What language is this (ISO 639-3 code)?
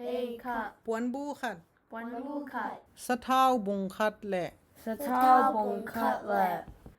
ctd